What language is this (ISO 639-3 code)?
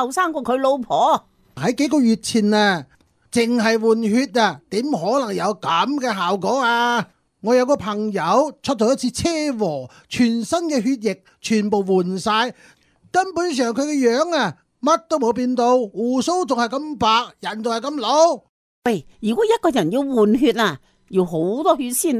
yue